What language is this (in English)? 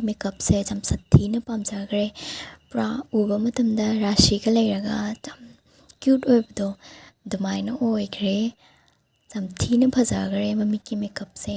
Manipuri